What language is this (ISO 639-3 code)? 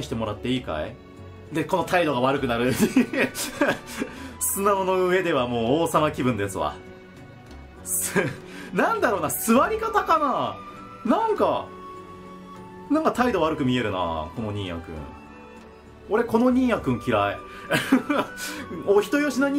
jpn